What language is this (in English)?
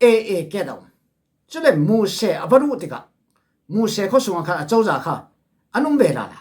Falam Chin